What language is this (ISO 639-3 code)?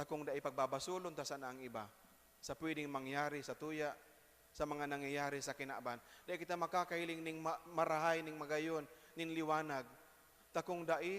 bik